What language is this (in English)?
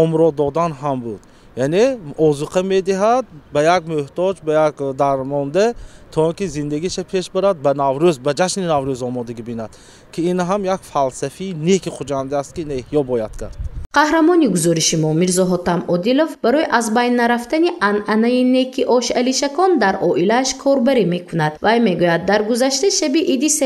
Tajik